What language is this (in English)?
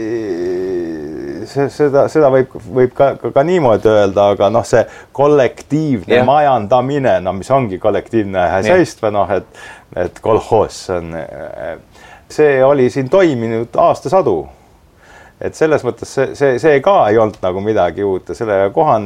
Estonian